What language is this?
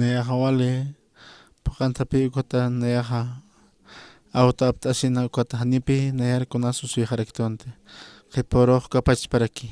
Aymara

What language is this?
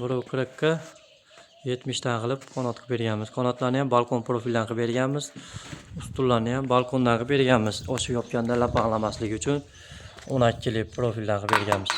Uzbek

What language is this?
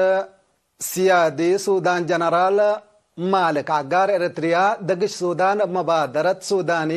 Tigre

